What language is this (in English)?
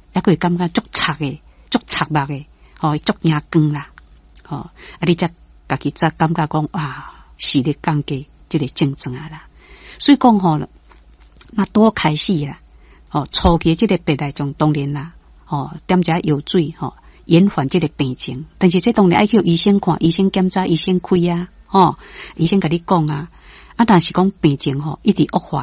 Min Nan Chinese